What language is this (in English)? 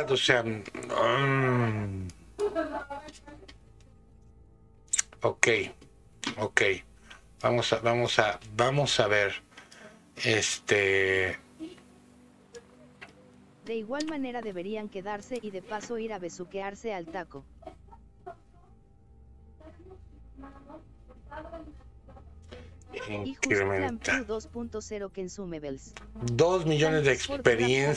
Spanish